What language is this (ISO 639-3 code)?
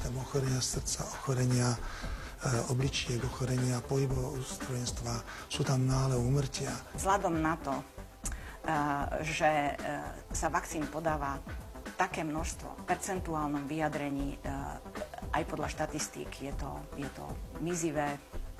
slk